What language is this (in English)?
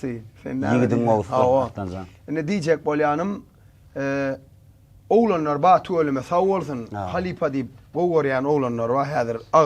Turkmen